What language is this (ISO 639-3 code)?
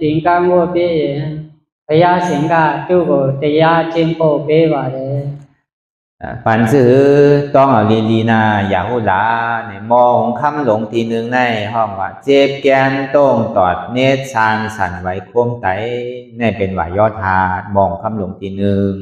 shn